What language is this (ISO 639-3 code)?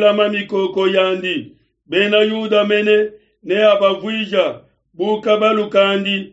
lua